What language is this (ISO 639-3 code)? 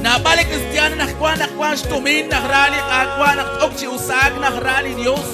kek